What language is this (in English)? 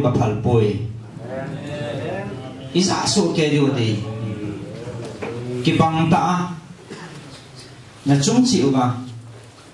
Vietnamese